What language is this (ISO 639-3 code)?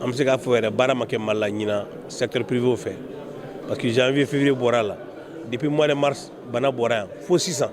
bam